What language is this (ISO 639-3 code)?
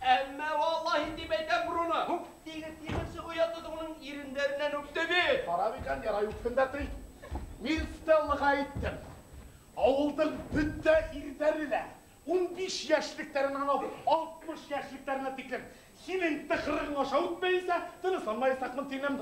bak